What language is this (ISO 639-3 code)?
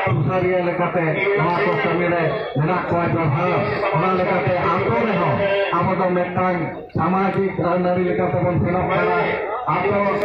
sat